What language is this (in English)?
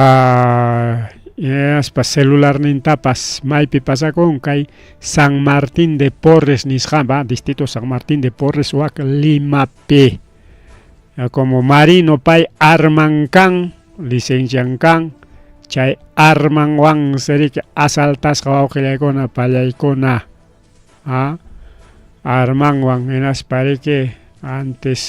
Ayacucho Quechua